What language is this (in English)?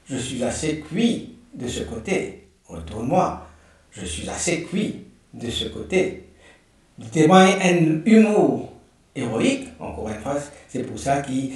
Morisyen